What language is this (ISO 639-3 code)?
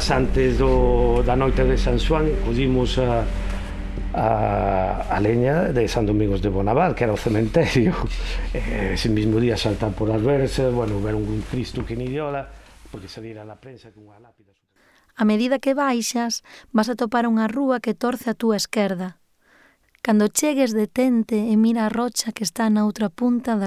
glg